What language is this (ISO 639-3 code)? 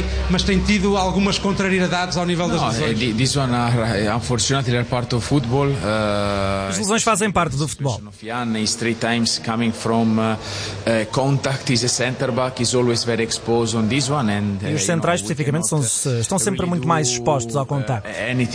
por